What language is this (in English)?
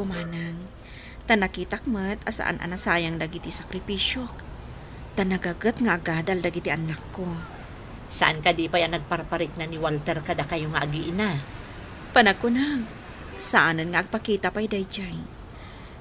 Iloko